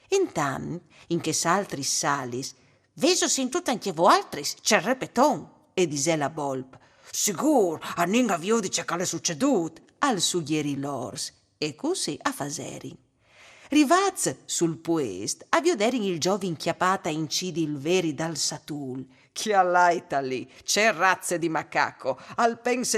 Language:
Friulian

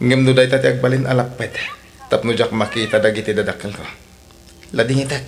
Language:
Iloko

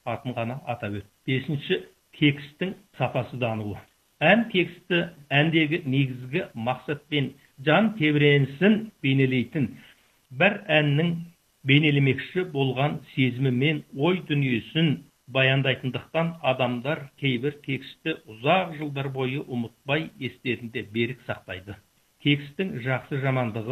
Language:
Kazakh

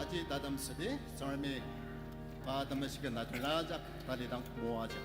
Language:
Ao Naga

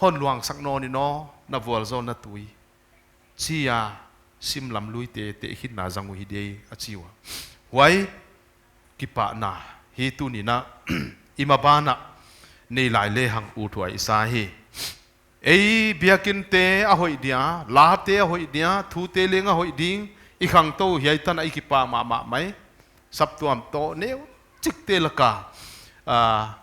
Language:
Paite Chin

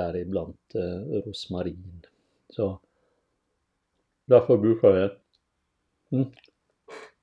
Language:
Norwegian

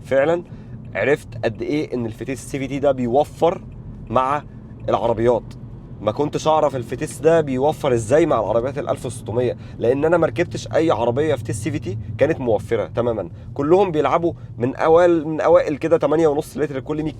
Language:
Egyptian Arabic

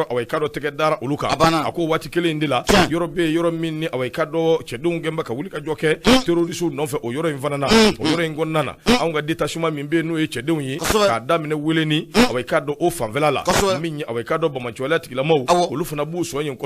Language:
Bambara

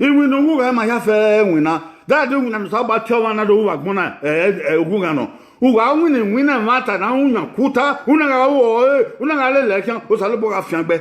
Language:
Bini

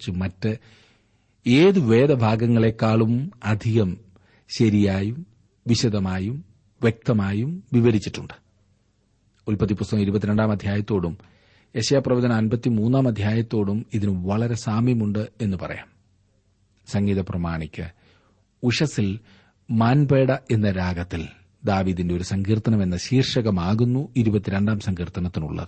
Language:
Malayalam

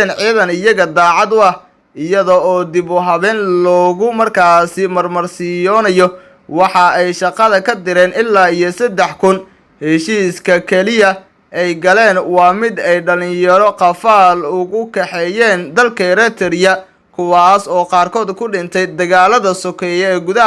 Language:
Somali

